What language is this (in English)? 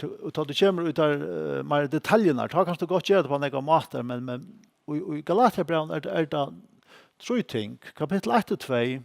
Faroese